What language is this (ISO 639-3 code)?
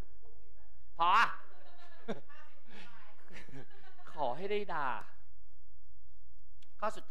tha